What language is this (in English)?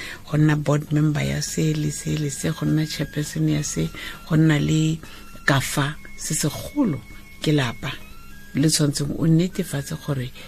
Tswana